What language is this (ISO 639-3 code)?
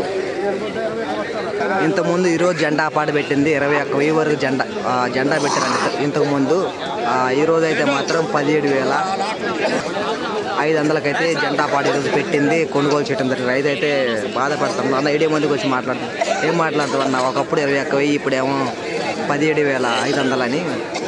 tel